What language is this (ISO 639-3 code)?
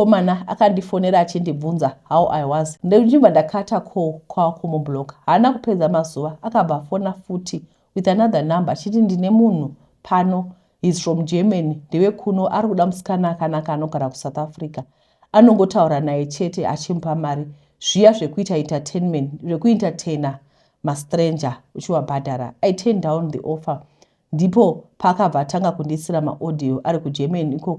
sna